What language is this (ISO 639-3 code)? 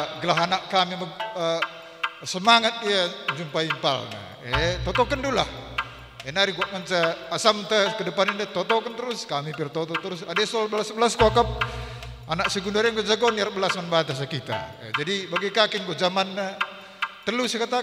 btx